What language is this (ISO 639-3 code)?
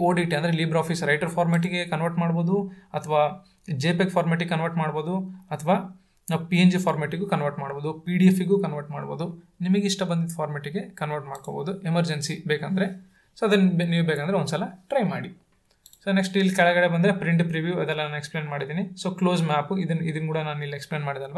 kan